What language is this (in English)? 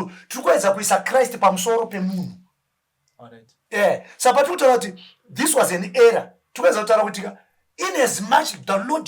Shona